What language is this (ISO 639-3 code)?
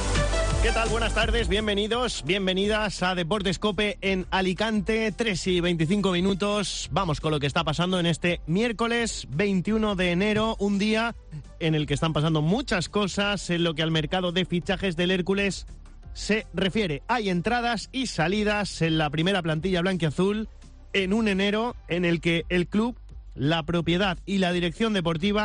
spa